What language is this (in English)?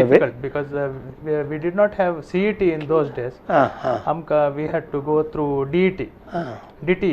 Konkani